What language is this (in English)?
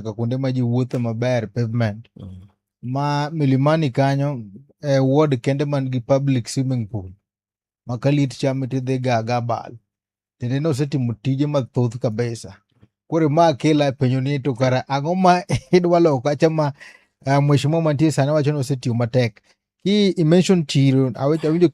Luo (Kenya and Tanzania)